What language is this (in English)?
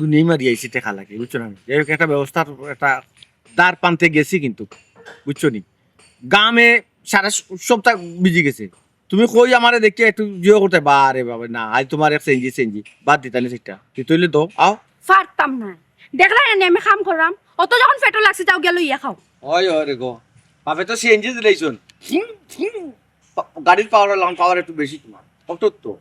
Sylheti